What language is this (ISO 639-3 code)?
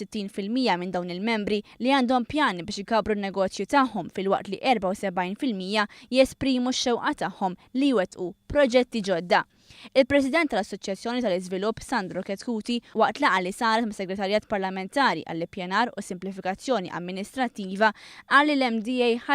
mlt